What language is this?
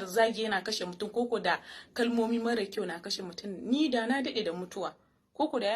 Hausa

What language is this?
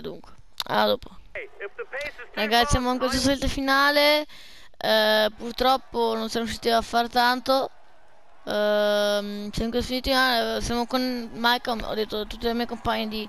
Italian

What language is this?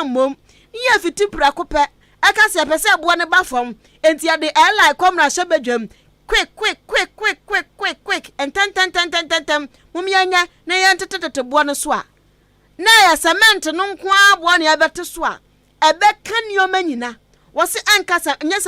Akan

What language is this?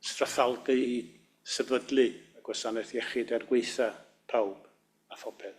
Welsh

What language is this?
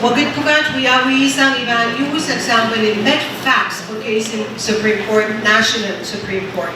Pohnpeian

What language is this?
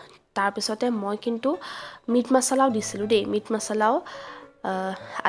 Assamese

